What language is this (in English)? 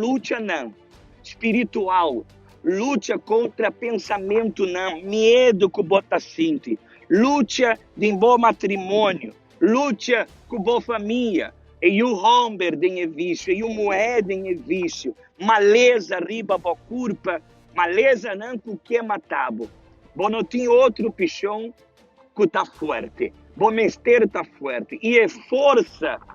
Papiamento